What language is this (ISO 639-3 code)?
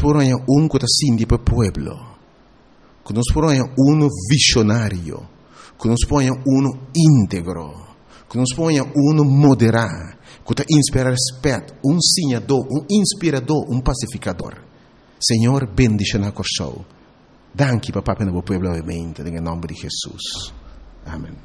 pap